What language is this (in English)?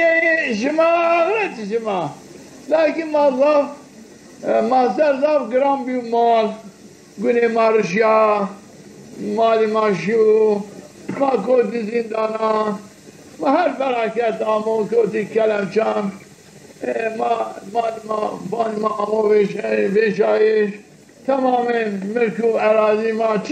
Zaza